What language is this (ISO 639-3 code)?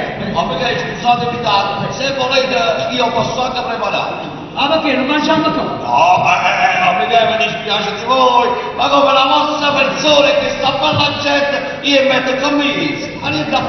nap